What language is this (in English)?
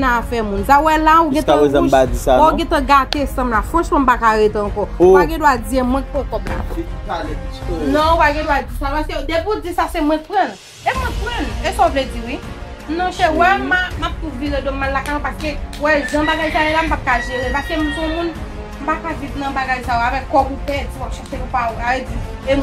Haitian Creole